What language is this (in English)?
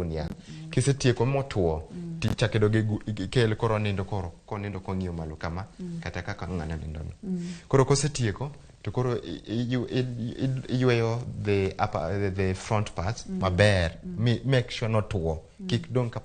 Luo (Kenya and Tanzania)